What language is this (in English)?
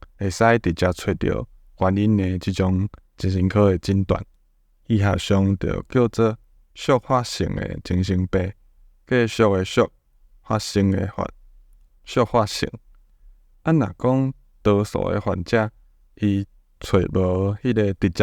Min Nan Chinese